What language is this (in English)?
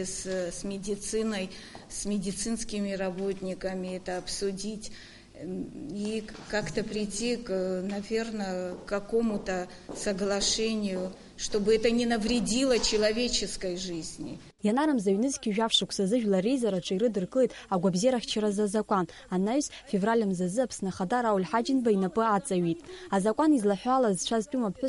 Abkhazian